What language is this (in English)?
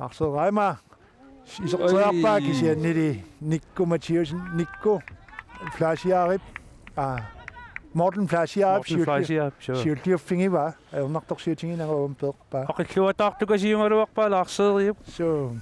Kalaallisut